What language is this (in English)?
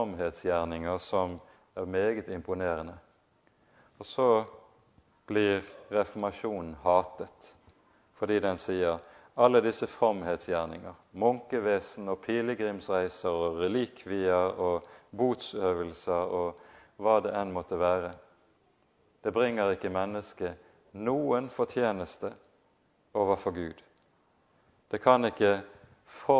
Norwegian